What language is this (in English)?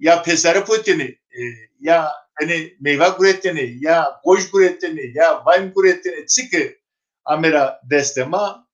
Zaza